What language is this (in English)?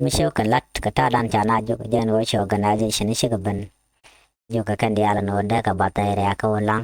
Nuer